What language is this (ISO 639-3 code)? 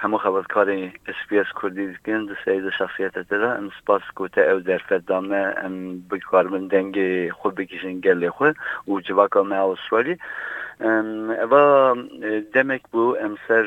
kur